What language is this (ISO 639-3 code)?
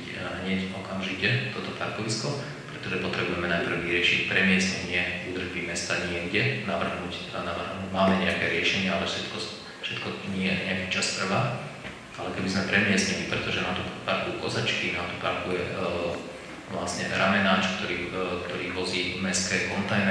slk